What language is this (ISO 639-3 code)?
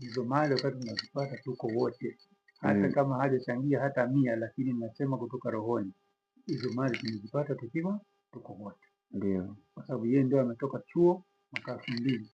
swa